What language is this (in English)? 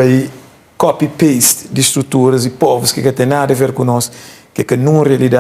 Kabuverdianu